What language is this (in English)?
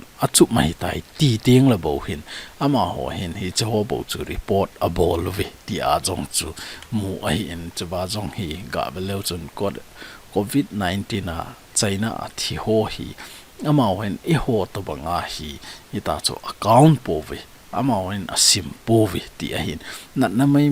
Thado Chin